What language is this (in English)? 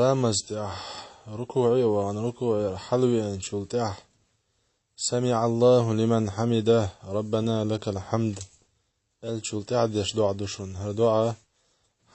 Chechen